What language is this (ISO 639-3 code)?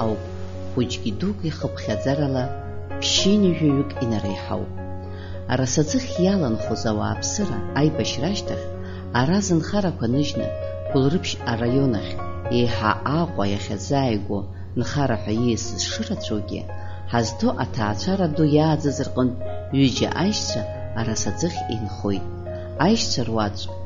abk